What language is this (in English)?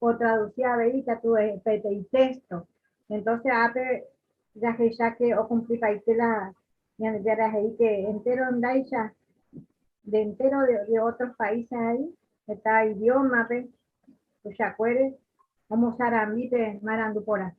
Guarani